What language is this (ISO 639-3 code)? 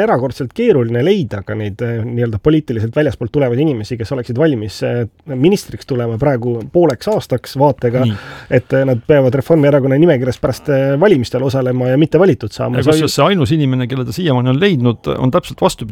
est